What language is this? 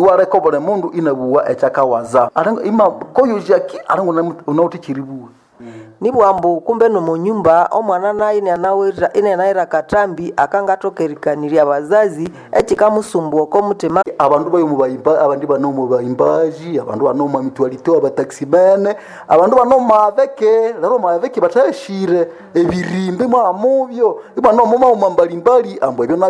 Nande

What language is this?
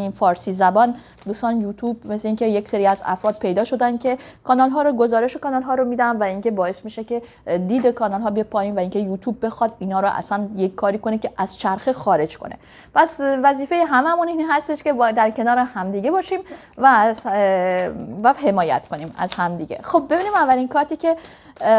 Persian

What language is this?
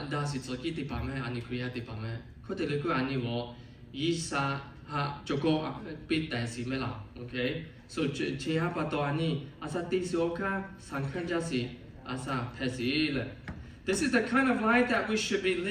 Lahu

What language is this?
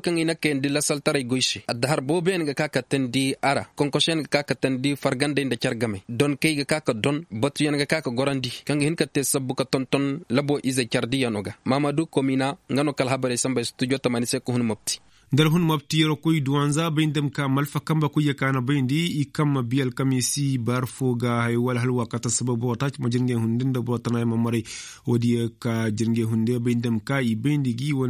Koyraboro Senni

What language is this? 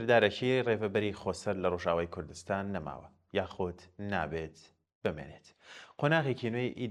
Central Kurdish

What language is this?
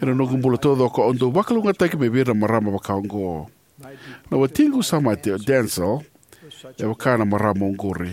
Fijian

